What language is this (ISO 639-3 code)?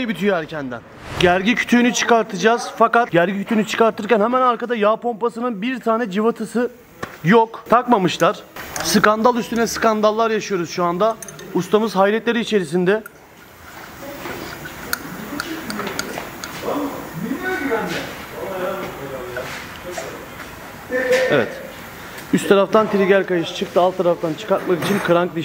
tur